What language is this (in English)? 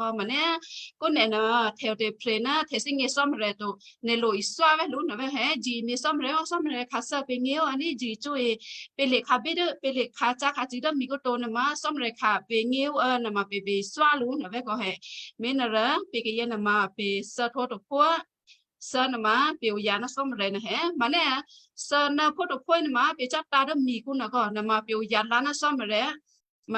Western Kayah